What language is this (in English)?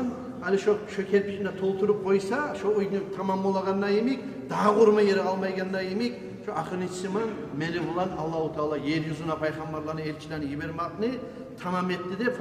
Kumyk